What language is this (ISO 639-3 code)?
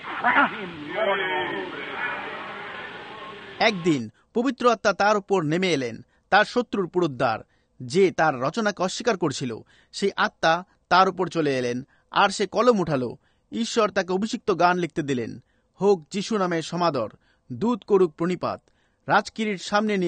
ben